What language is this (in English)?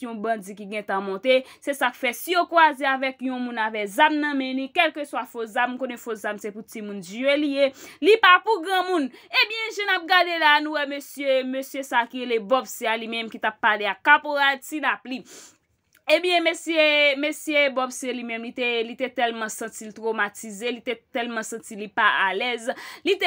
Haitian Creole